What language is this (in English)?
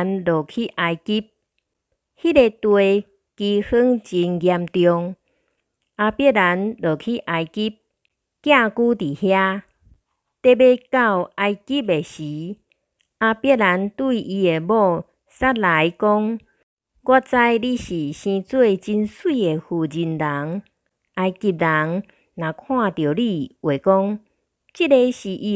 Min Nan Chinese